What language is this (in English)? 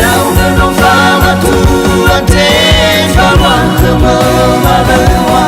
Nias